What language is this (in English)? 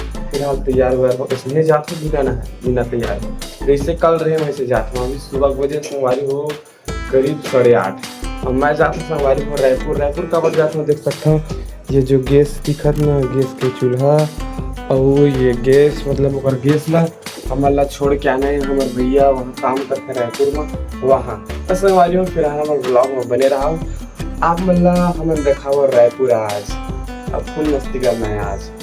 Chhattisgarhi